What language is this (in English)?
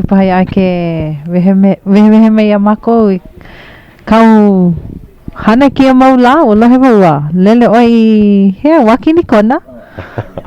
Hawaiian